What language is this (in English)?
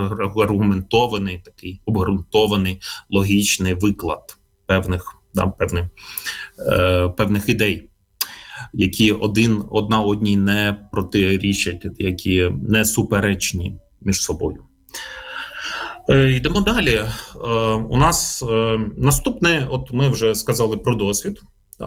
Ukrainian